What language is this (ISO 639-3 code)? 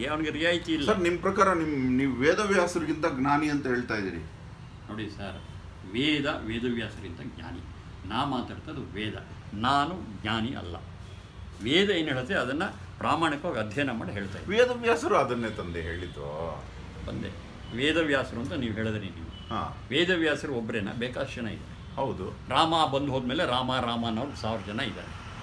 kan